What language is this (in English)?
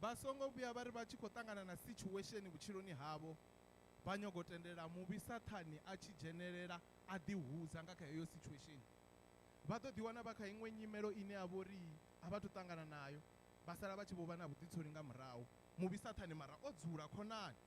Venda